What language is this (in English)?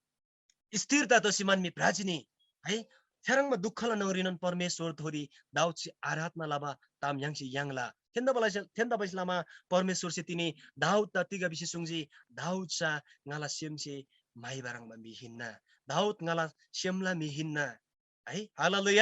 Eastern Tamang